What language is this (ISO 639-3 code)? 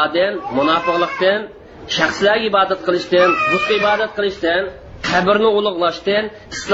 uig